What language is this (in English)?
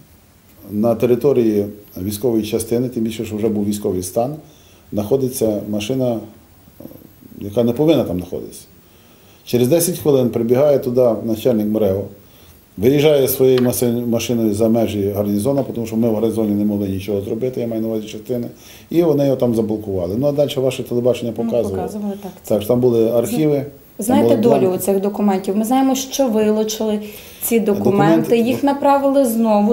Ukrainian